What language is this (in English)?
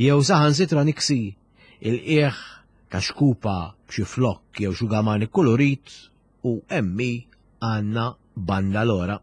Maltese